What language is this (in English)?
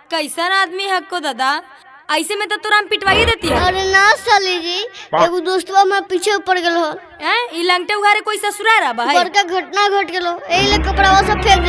Magahi